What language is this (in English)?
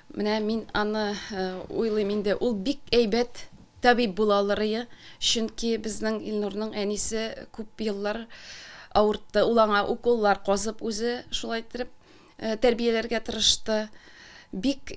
Tatar